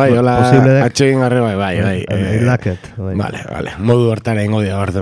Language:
Basque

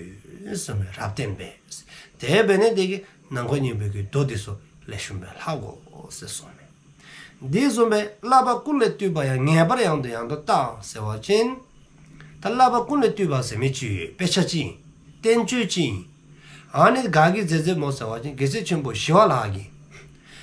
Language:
Dzongkha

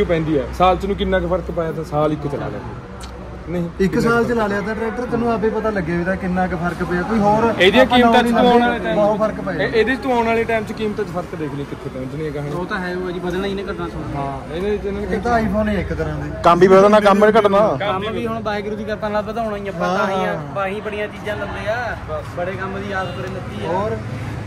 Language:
Punjabi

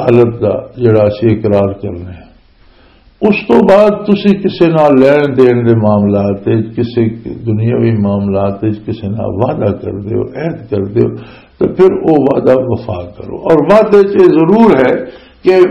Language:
Western Panjabi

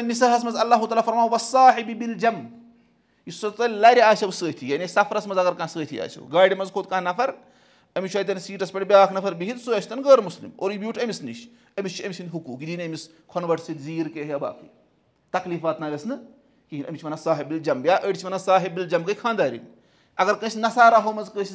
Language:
Kashmiri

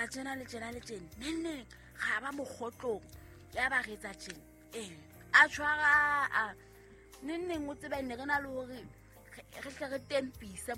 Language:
Southern Sotho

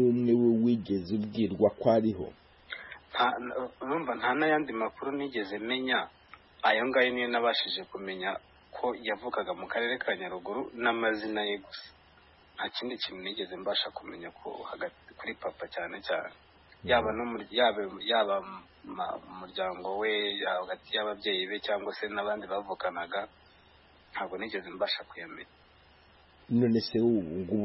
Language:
Kinyarwanda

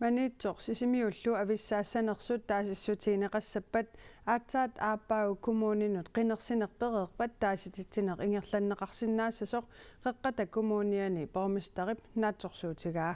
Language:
Kalaallisut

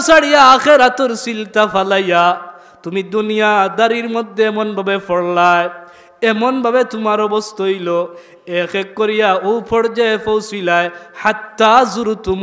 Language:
Sylheti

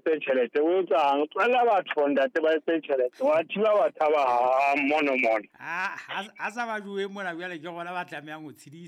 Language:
Southern Sotho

